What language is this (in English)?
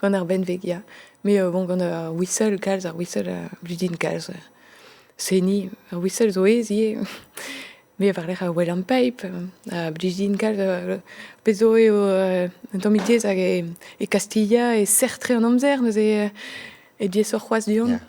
Breton